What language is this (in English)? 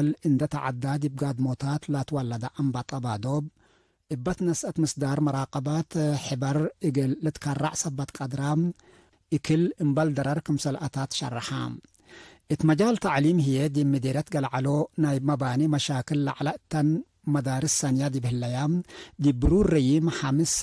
Tigre